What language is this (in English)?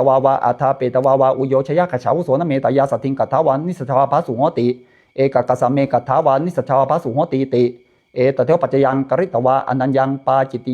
Pali